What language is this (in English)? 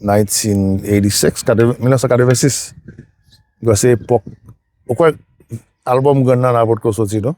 Haitian Creole